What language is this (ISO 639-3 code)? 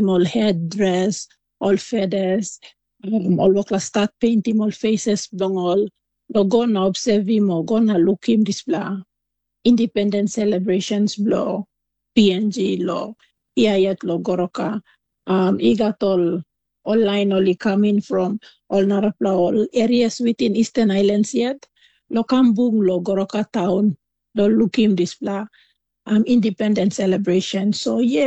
tpi